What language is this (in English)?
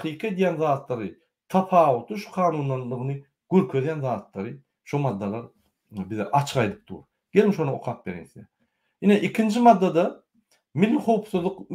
Turkmen